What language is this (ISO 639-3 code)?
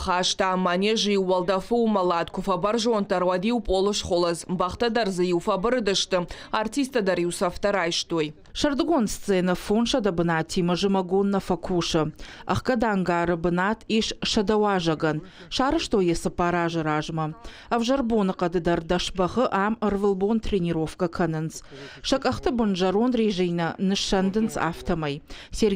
oss